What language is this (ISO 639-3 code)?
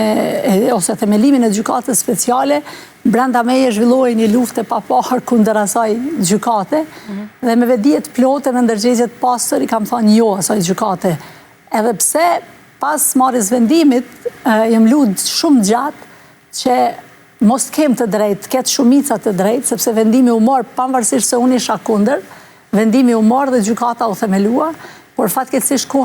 sqi